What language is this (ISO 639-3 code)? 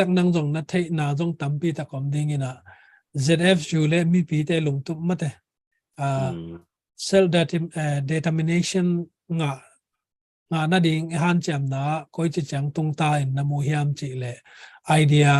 ctd